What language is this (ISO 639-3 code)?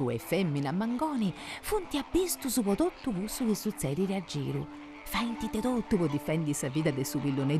srd